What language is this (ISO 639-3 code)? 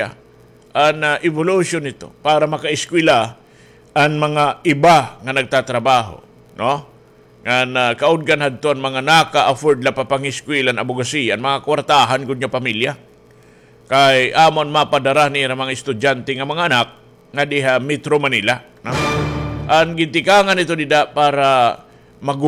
war